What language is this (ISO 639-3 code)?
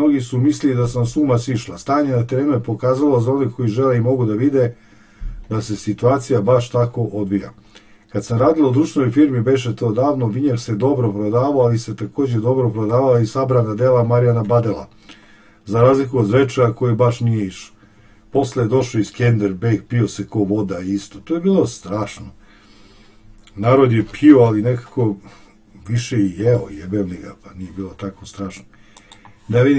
srp